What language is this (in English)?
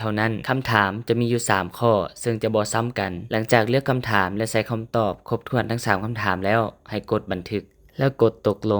Lao